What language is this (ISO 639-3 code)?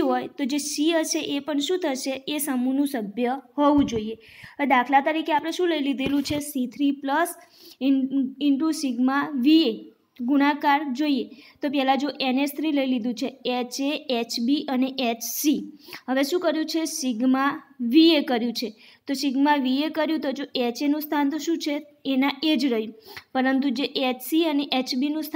guj